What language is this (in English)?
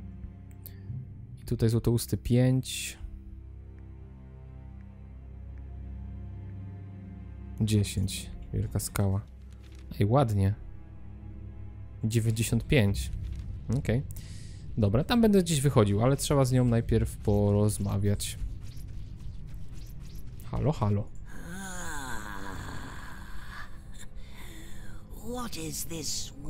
Polish